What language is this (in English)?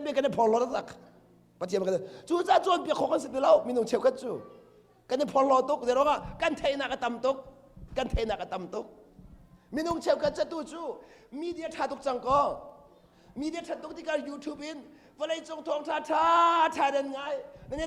Hakha Chin